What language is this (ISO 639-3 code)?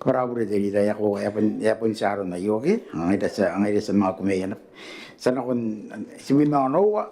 gil